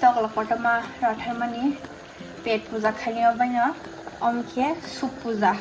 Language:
Kok Borok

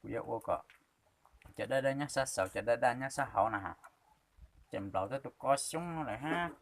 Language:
Hmong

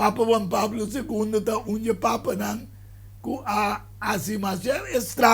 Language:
Papiamento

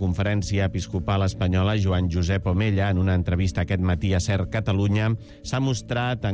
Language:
Catalan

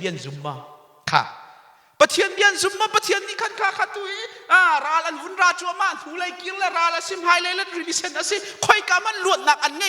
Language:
Hakha Chin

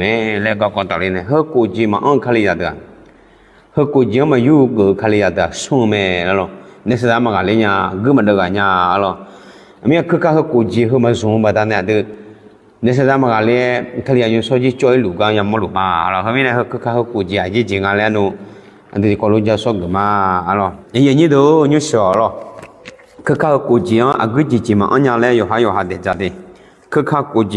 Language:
Akha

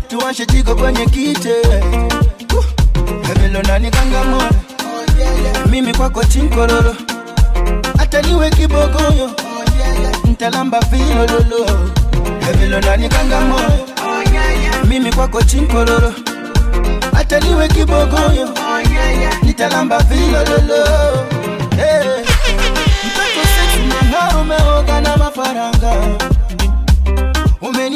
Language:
Swahili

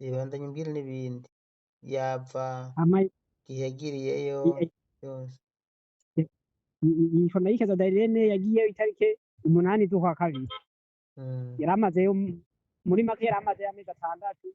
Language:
Rundi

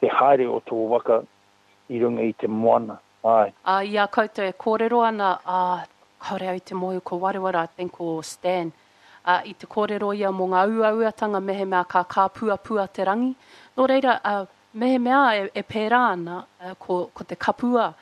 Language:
Māori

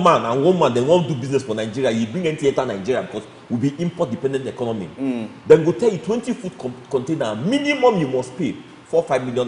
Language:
Nigerian Pidgin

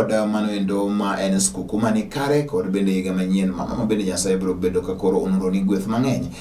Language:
Luo (Kenya and Tanzania)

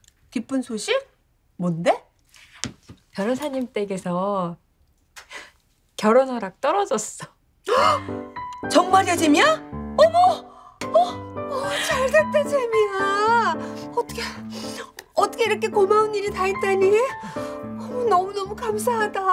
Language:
Korean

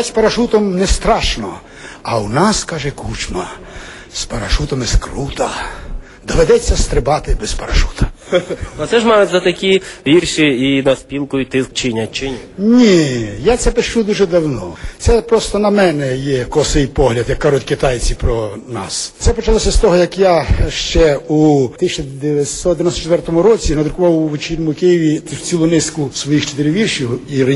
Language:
Ukrainian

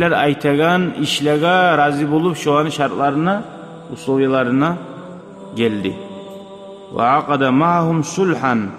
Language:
Kumyk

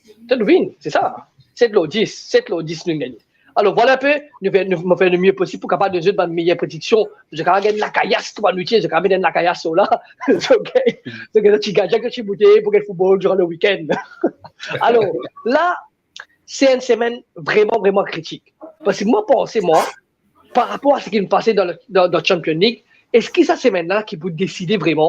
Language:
Morisyen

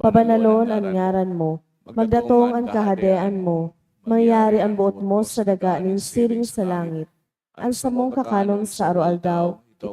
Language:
Bikol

